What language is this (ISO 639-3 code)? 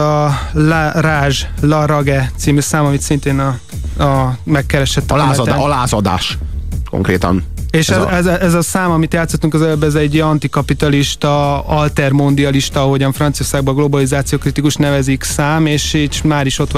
hun